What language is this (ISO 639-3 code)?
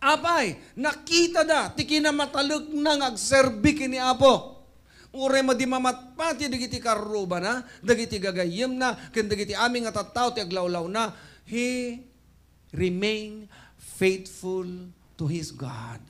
ilo